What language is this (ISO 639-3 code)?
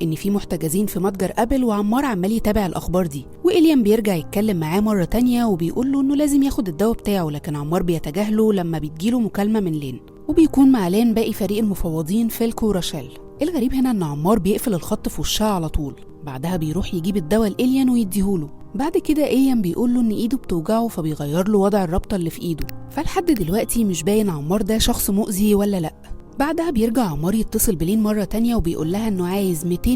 arz